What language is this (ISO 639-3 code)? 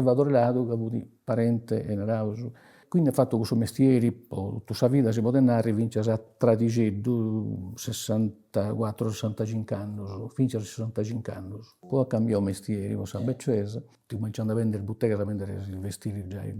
srd